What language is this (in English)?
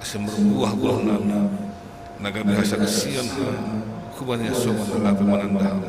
Batak Simalungun